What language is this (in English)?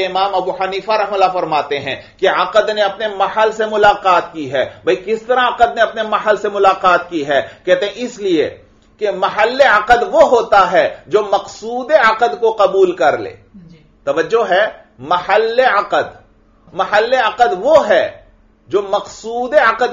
Urdu